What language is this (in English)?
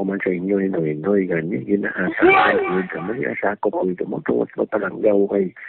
Hiligaynon